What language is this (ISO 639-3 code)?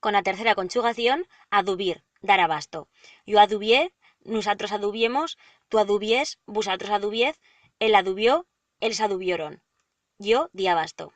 arg